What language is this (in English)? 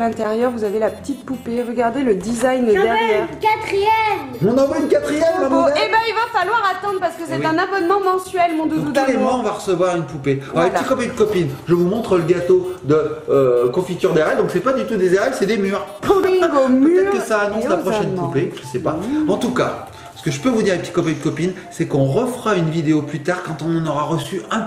French